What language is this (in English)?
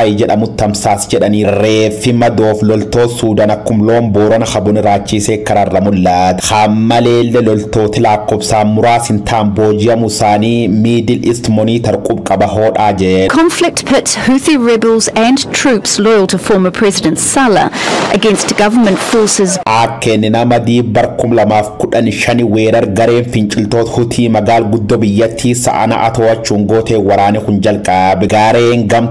Oromo